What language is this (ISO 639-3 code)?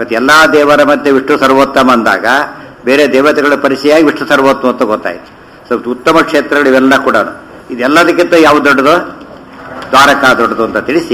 kan